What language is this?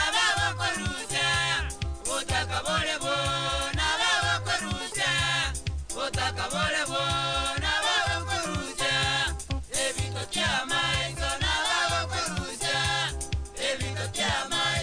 Gusii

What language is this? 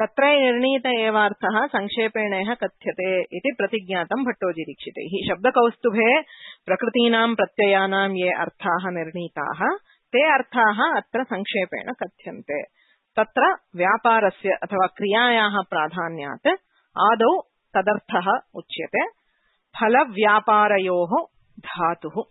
Sanskrit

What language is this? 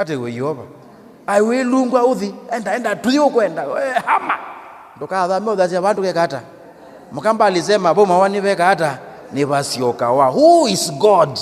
Kamba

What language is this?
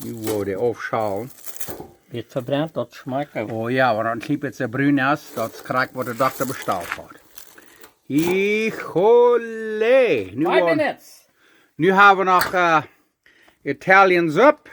Plautdietsch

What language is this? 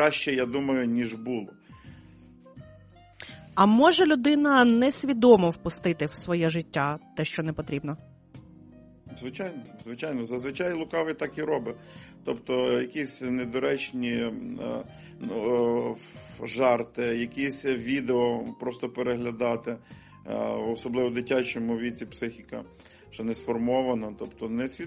Ukrainian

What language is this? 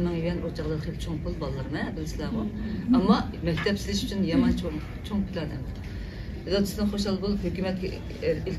Uyghur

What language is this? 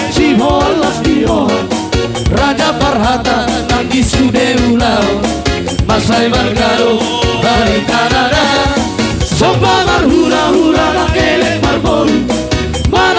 Batak Toba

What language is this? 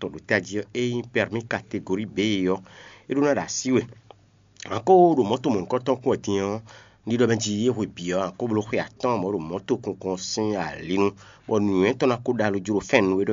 Fon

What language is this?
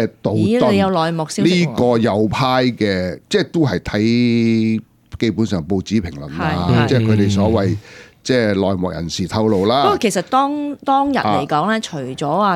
Cantonese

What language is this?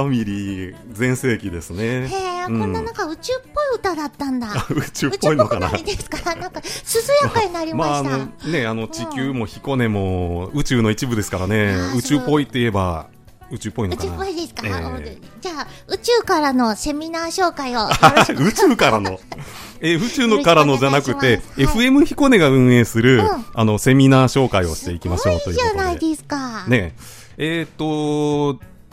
Japanese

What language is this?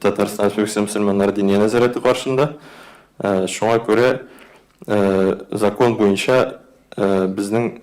Tatar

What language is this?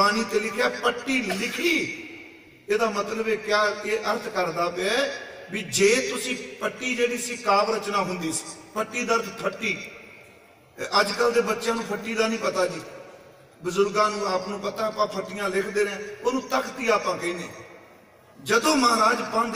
Punjabi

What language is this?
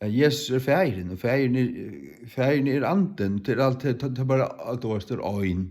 Faroese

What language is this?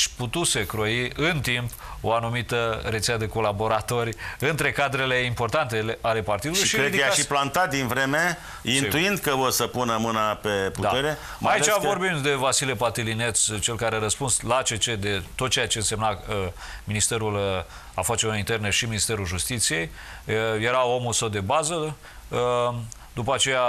Romanian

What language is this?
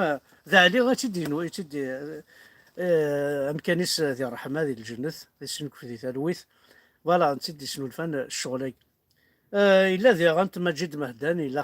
Kabyle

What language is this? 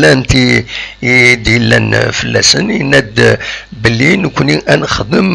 Kabyle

